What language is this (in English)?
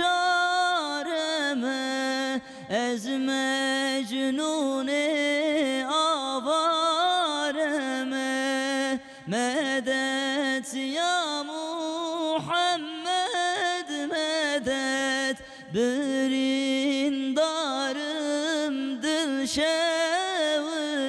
Kurdish